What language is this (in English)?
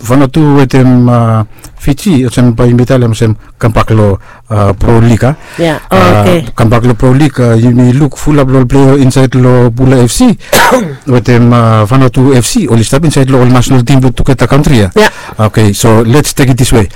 Bislama